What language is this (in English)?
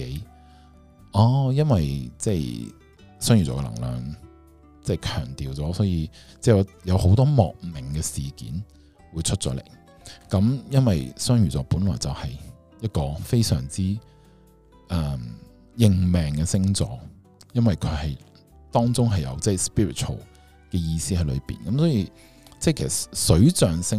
Cantonese